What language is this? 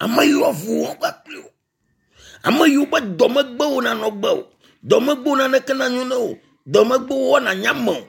Ewe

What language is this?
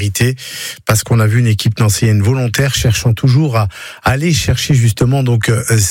French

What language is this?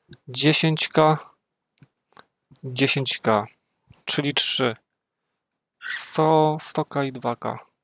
Polish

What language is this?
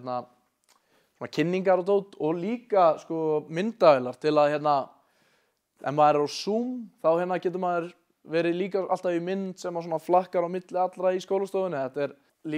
Icelandic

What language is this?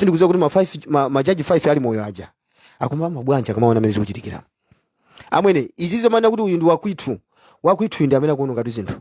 Nyanja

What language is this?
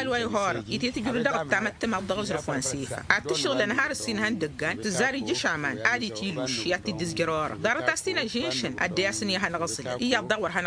Tamasheq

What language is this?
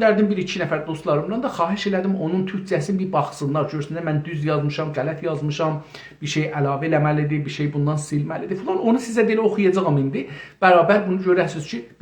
South Azerbaijani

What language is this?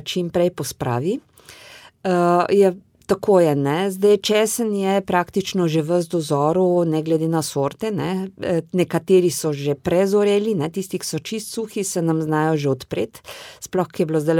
Slovenian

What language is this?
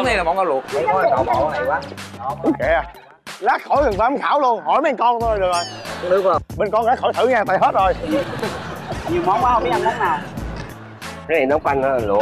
Vietnamese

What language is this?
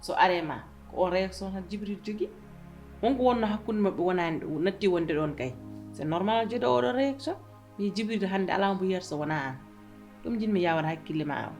Fula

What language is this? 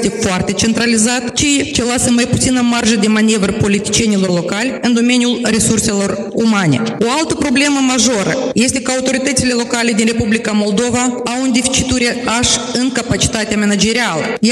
Romanian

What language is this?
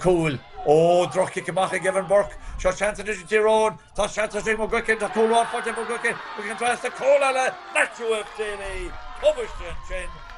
Irish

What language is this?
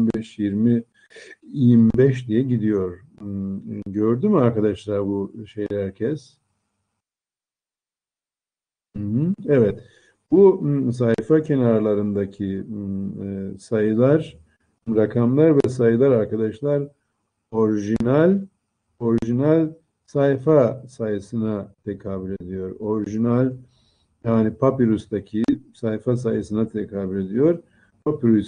Turkish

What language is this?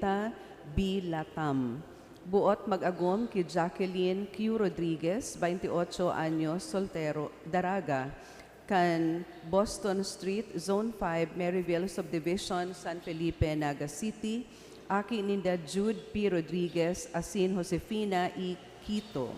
Bikol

